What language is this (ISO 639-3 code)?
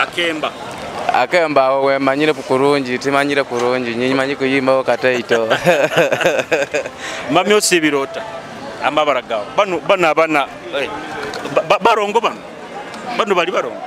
nyo